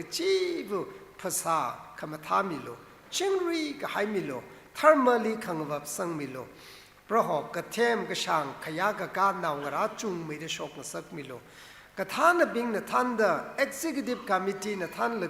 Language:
Tangkhul Naga (India)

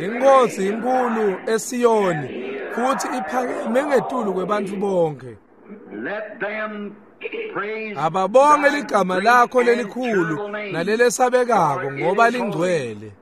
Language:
Swati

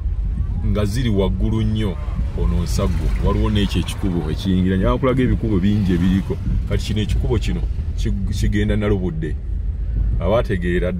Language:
Ganda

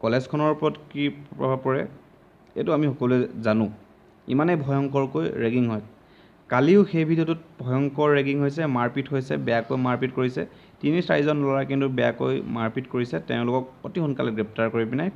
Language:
Assamese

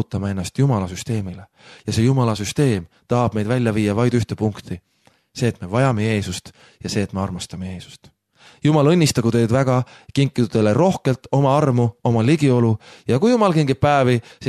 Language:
Estonian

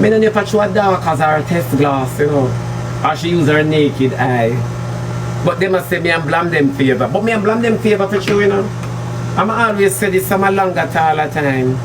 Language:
Jamaican Creole English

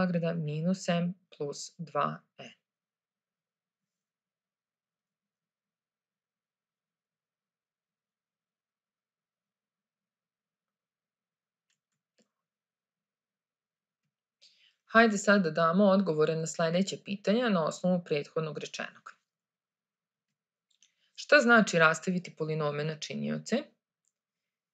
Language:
Serbian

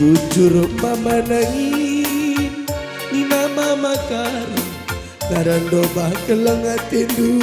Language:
Batak Karo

